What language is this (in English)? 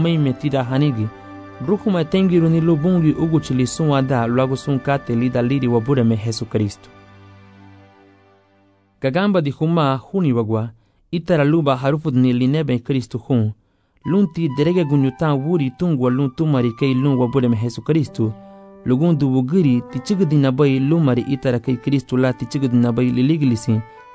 Garifuna